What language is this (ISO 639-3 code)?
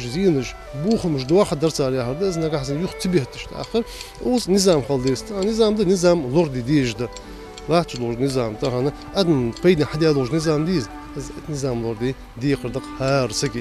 inh